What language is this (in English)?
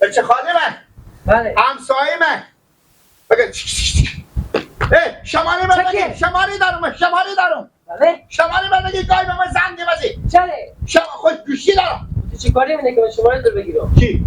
Persian